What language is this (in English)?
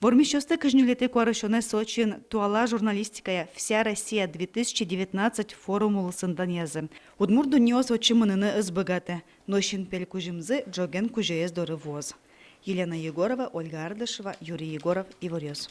Udmurt